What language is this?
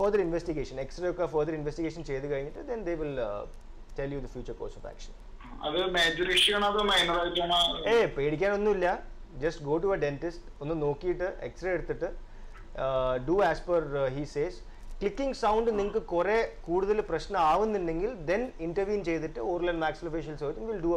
Malayalam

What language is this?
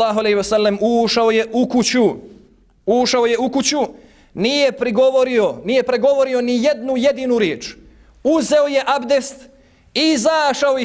Bosnian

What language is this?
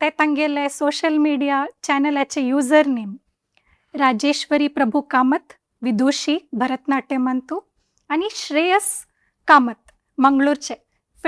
Konkani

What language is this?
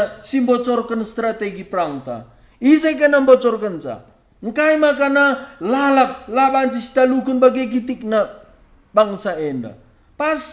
Batak Karo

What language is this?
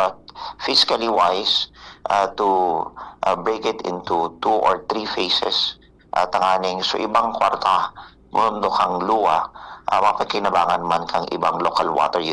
Bikol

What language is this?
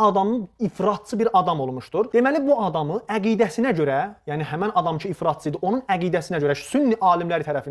Azerbaijani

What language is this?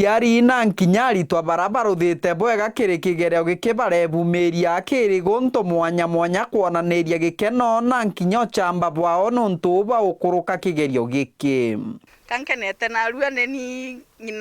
Meru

